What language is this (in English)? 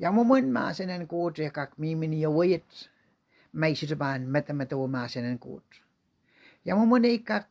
Pohnpeian